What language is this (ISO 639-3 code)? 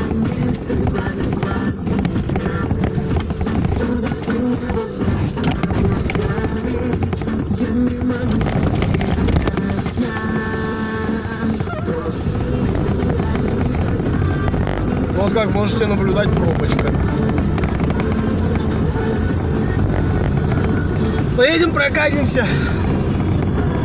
rus